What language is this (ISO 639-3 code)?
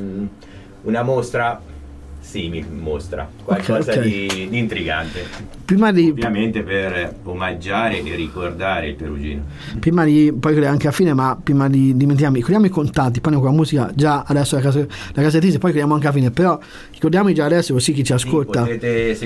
ita